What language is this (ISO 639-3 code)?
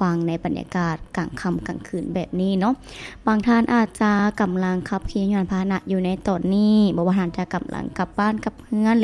lao